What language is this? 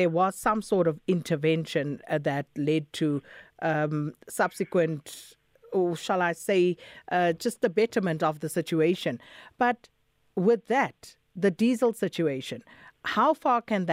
English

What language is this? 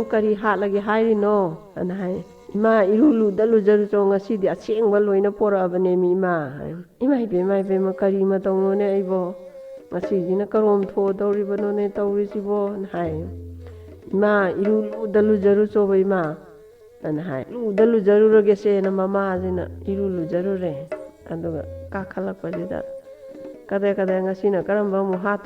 Manipuri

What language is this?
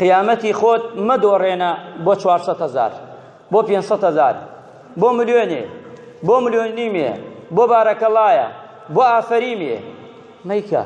Central Kurdish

